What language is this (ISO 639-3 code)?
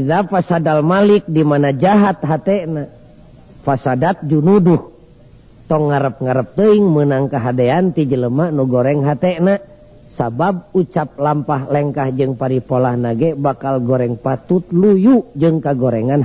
sun